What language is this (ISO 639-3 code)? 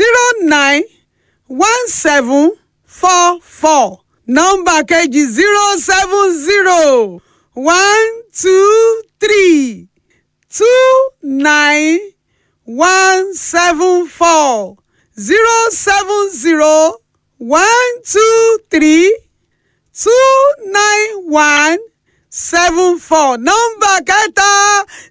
yor